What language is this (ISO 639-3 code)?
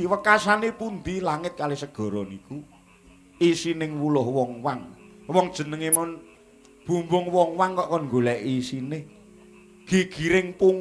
jav